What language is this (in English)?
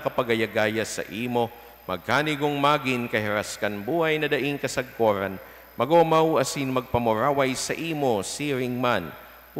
Bikol